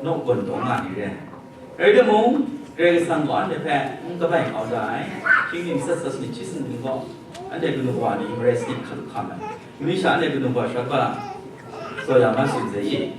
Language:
Kachin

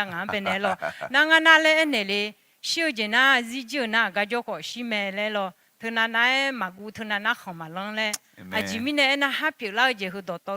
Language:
Akha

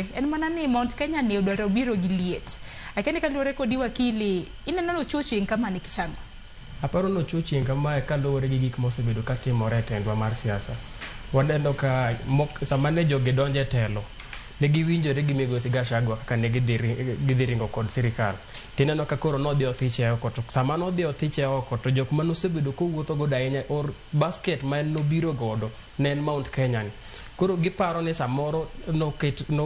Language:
Luo (Kenya and Tanzania)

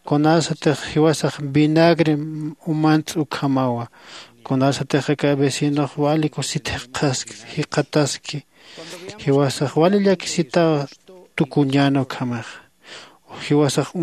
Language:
Aymara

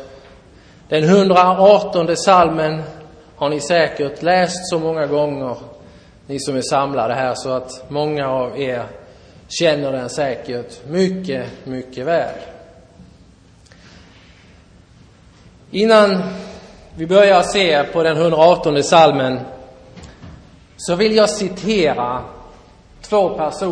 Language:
Swedish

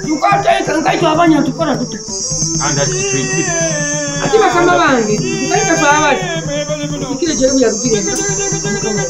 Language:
Nyoro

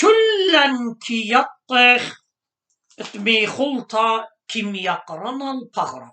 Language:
Assyrian Neo-Aramaic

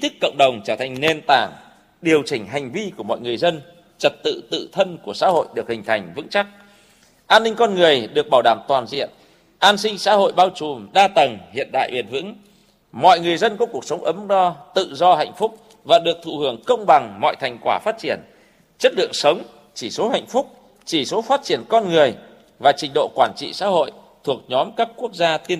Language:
Vietnamese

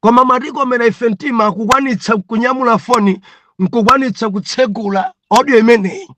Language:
Nyanja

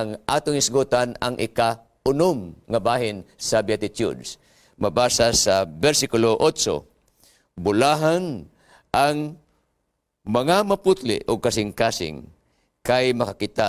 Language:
Cebuano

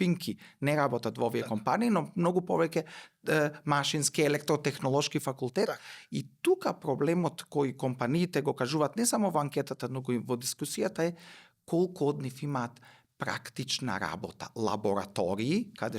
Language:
Macedonian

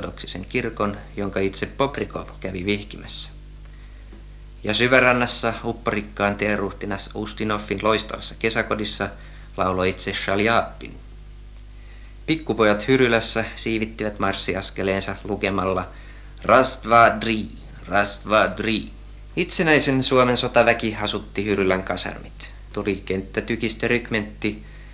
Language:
Finnish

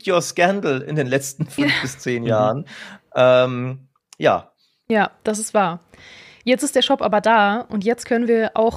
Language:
German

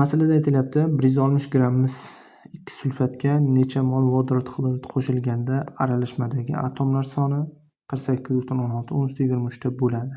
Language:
Uzbek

